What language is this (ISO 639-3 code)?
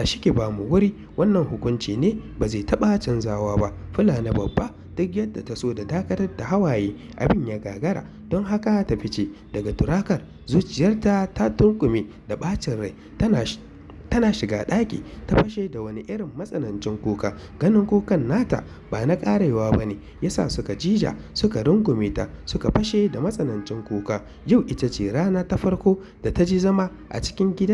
hau